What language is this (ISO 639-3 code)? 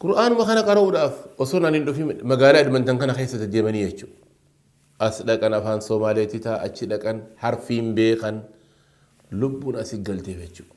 orm